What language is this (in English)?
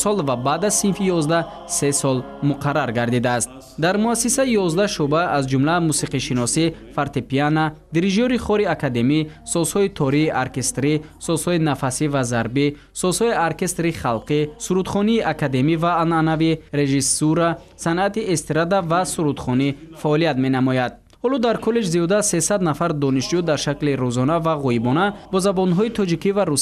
Tajik